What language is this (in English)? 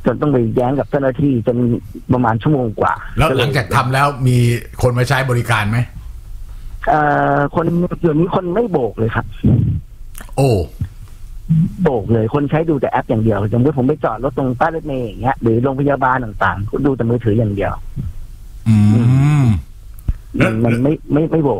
Thai